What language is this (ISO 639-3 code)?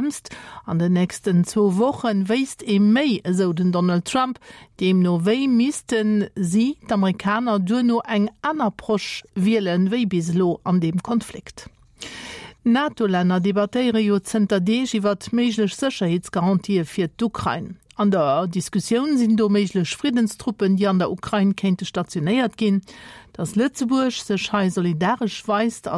ltz